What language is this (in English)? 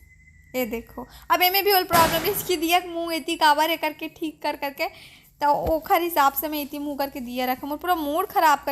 Chhattisgarhi